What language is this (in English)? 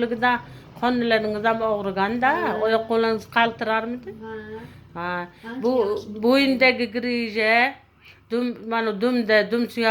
Uzbek